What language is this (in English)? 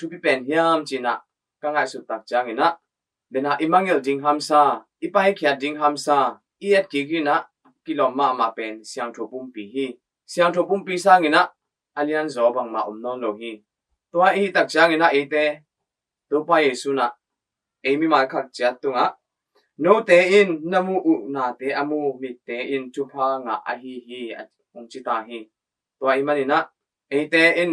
Tedim Chin